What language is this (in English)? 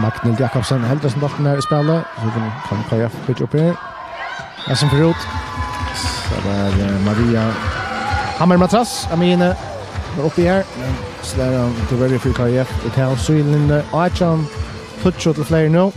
Faroese